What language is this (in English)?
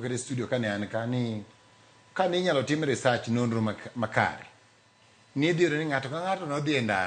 Luo (Kenya and Tanzania)